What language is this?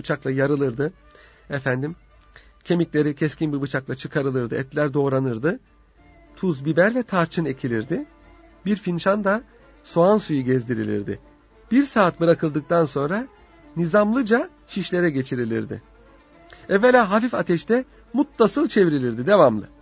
Turkish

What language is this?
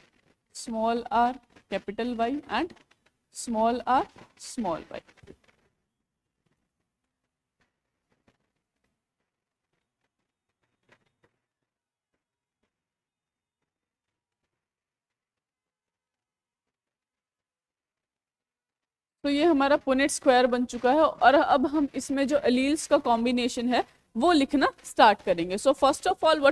Hindi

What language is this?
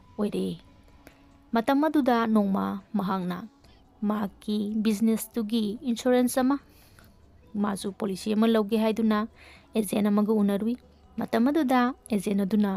Manipuri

